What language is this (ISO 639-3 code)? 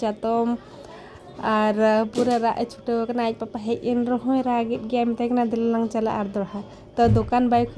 sat